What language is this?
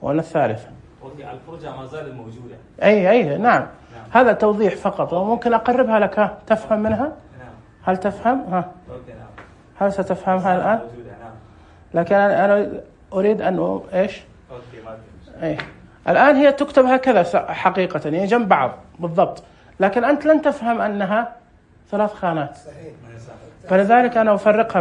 Najdi Arabic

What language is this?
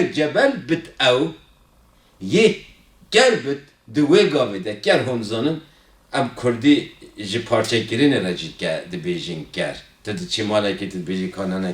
Kurdish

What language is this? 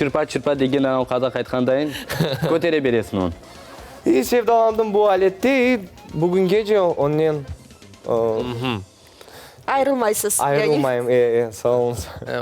Crimean Tatar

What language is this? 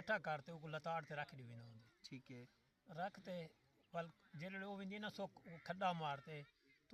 Saraiki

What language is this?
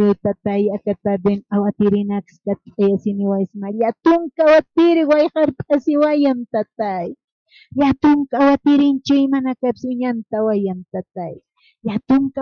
Aymara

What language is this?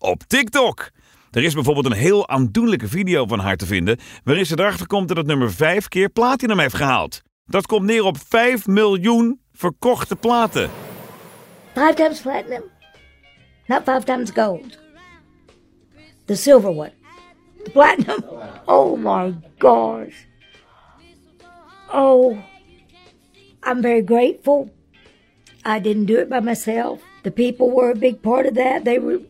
Dutch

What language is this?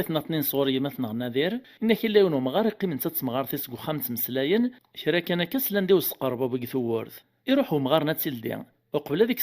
Kabyle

